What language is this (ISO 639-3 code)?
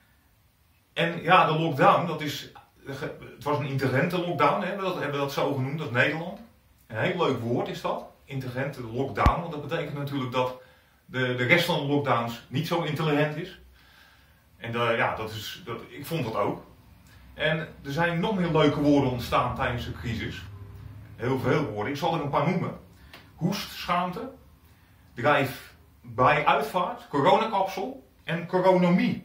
nld